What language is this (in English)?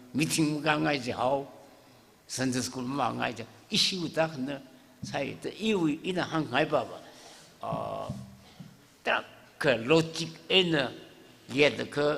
Tangkhul Naga (India)